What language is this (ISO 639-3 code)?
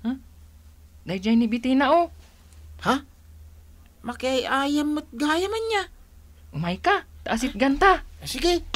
ilo